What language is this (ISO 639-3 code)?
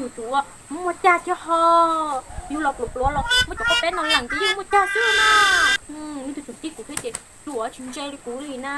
hmn